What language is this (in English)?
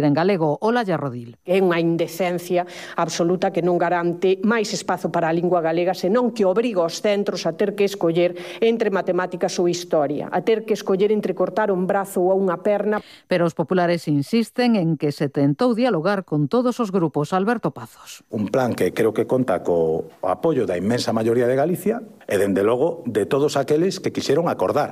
Galician